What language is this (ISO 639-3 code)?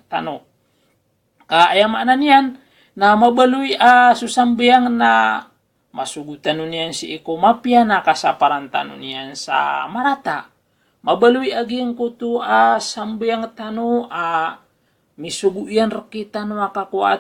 mrw